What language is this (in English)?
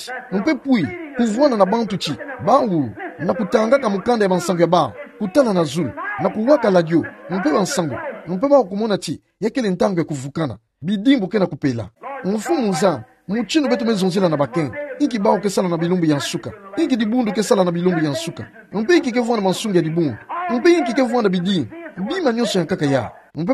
Kituba (Democratic Republic of Congo)